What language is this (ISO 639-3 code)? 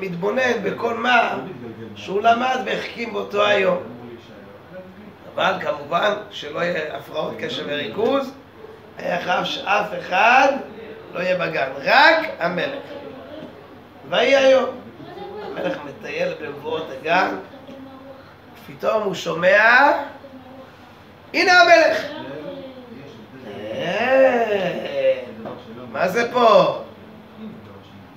heb